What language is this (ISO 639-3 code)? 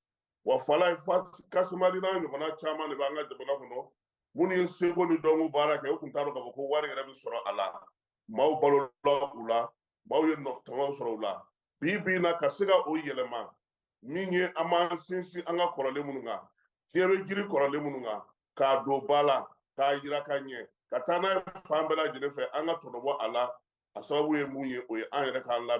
bam